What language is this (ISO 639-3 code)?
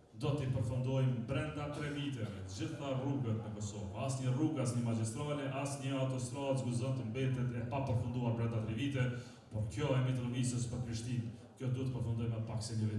sqi